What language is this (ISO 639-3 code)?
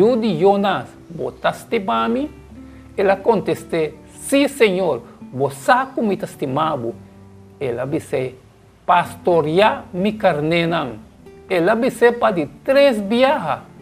pap